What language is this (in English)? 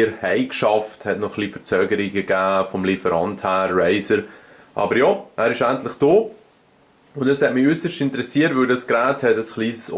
Swiss German